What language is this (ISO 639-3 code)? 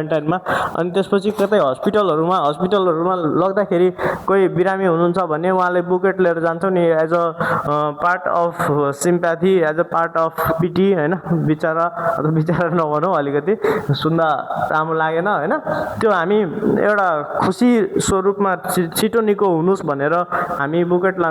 nep